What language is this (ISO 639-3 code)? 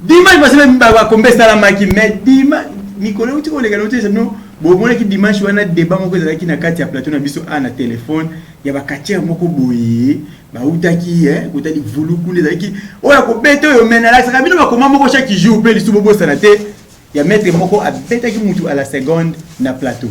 lin